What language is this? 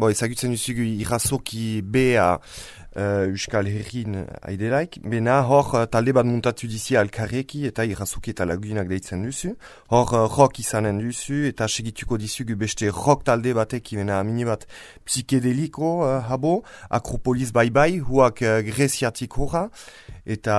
Basque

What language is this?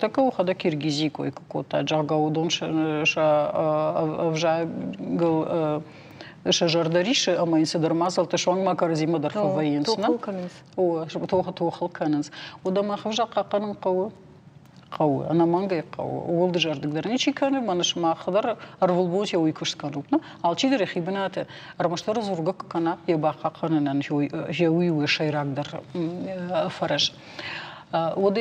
Ossetic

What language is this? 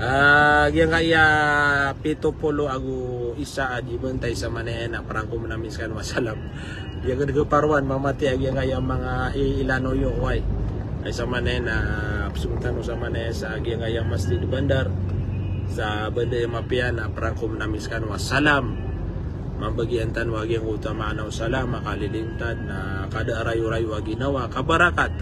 Maranao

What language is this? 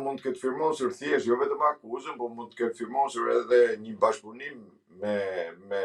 Albanian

